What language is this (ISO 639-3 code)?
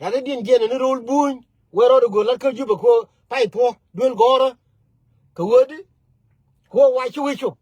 nus